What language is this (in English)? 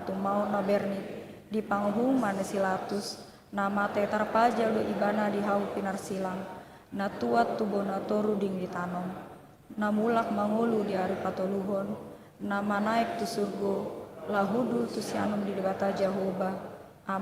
Batak Toba